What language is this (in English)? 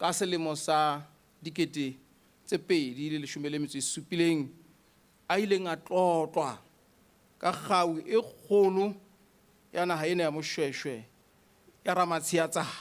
Southern Sotho